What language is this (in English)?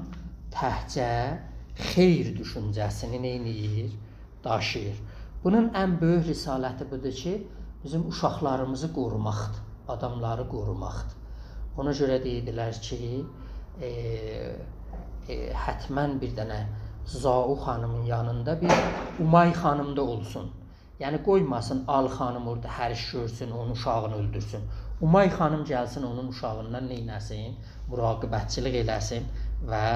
South Azerbaijani